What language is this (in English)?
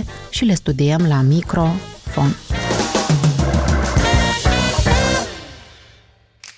Romanian